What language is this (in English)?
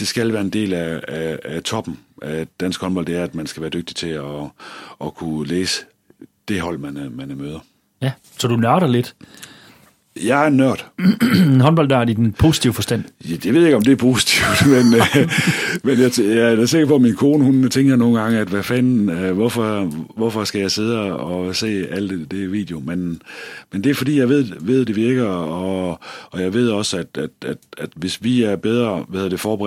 Danish